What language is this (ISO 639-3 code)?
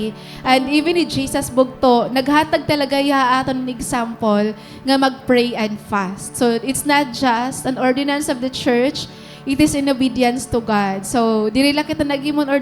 war